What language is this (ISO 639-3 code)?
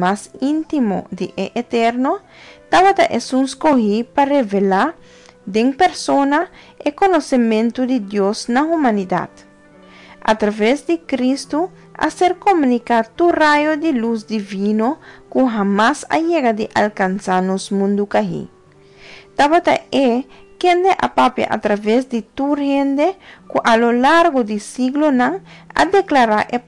pap